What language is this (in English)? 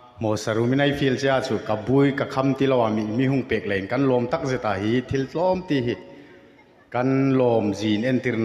Hmar